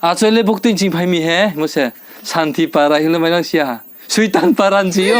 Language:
Riang (India)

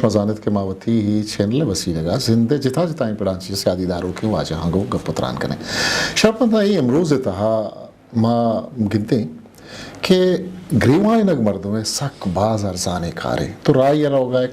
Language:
Eastern Balochi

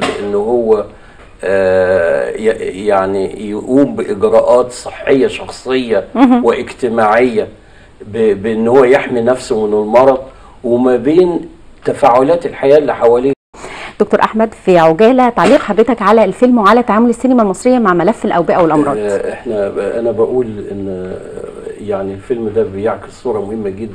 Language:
Egyptian Arabic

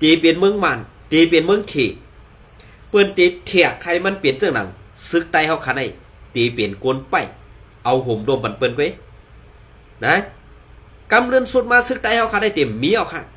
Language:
Shan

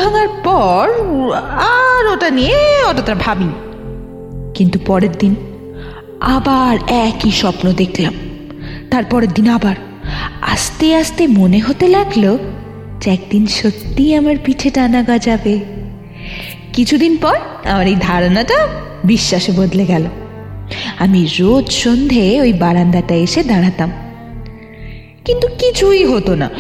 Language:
Bangla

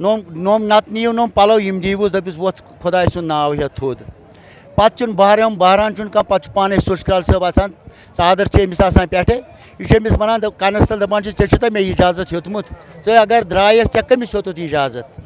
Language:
Kashmiri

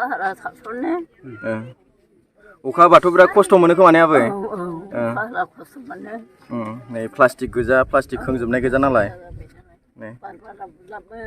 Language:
Bodo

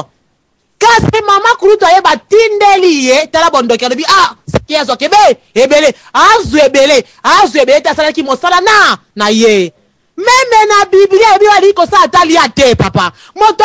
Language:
Lingala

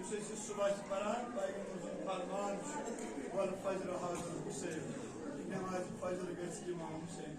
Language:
Kashmiri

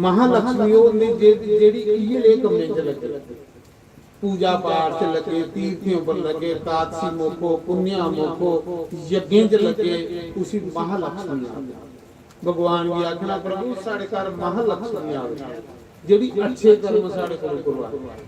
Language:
Dogri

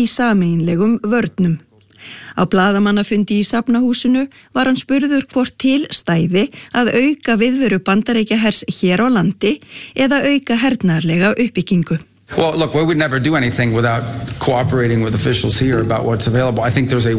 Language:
Icelandic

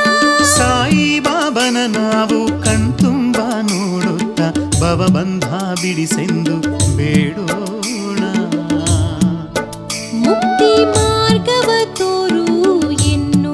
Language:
Kannada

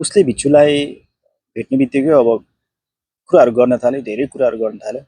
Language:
Nepali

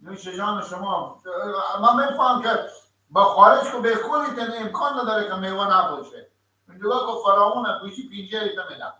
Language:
Persian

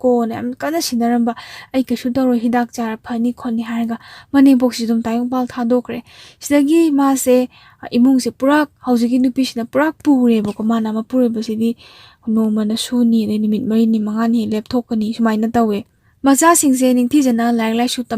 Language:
Manipuri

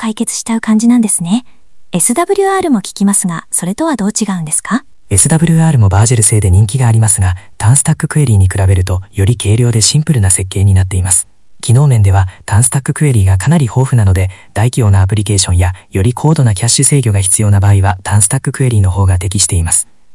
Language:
Japanese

